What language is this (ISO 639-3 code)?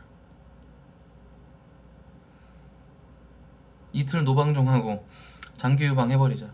kor